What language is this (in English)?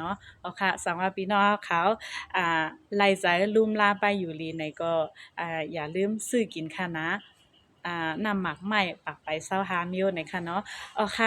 Shan